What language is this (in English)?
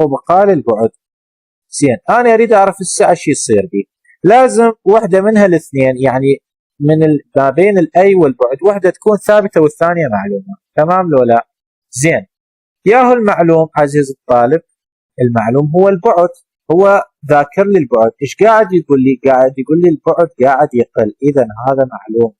Mesopotamian Arabic